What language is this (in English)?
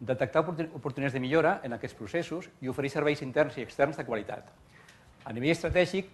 Catalan